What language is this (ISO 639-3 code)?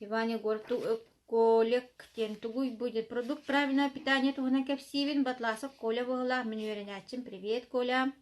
sah